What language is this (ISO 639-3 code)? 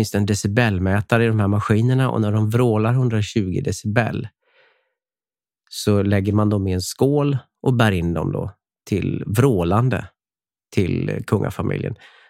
swe